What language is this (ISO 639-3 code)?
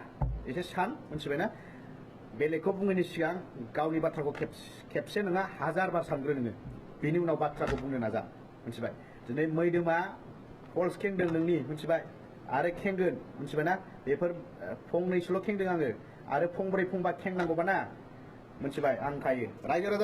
brx